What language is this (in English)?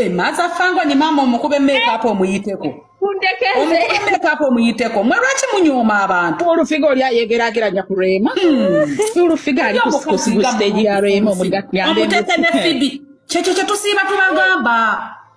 Ganda